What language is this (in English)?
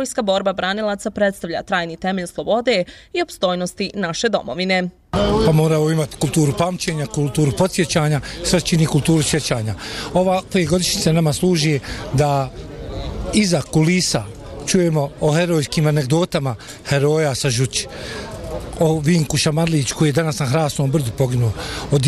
Bosnian